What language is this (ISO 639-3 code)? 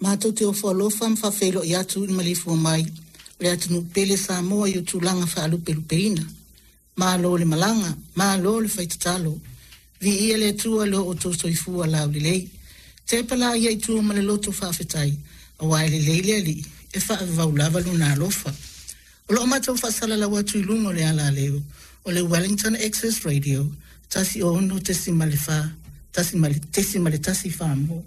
smo